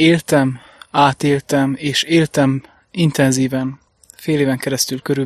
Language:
Hungarian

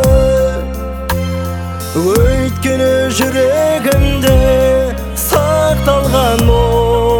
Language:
Kazakh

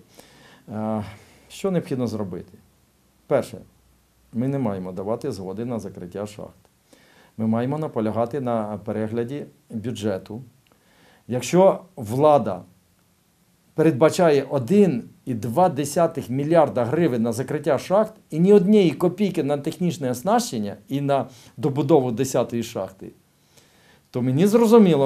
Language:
Ukrainian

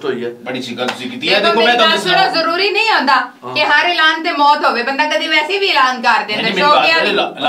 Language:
Pahari-Potwari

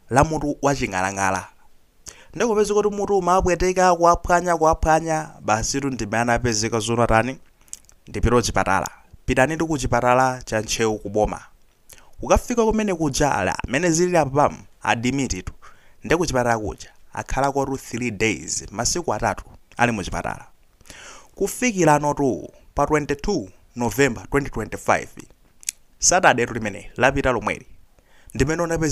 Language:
Nyanja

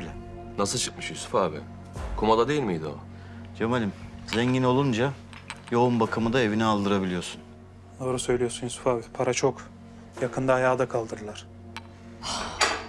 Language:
Turkish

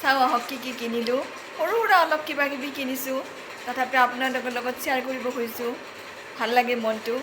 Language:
Assamese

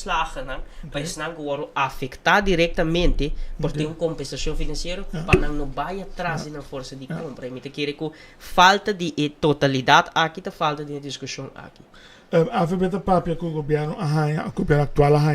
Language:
Papiamento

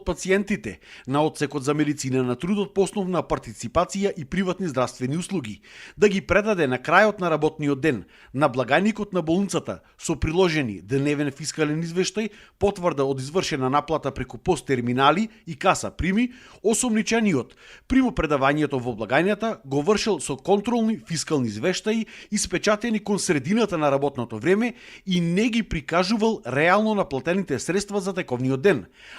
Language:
Macedonian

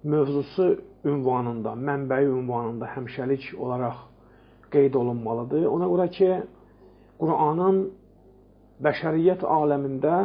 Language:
Azerbaijani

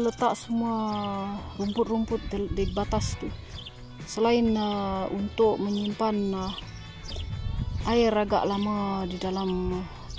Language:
Malay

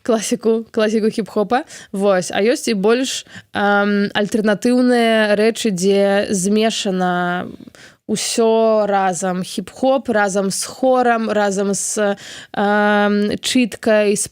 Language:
Belarusian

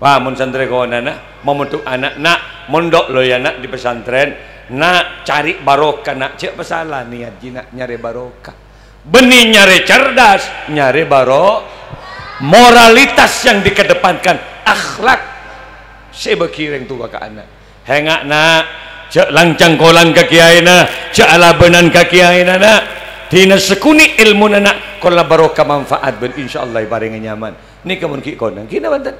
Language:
Madurese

